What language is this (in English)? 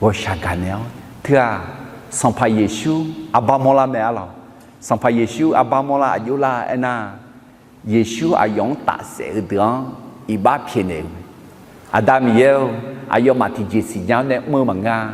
Akha